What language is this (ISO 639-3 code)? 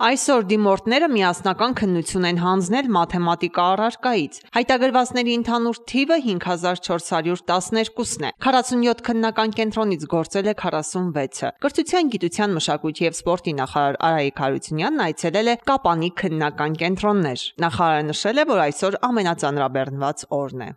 hye